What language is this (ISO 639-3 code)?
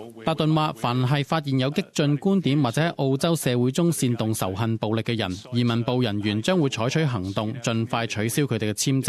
yue